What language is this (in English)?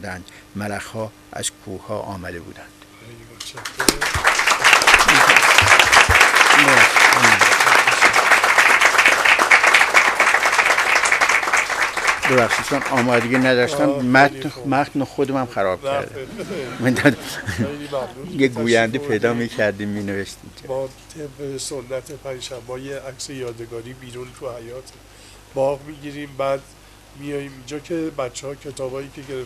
Persian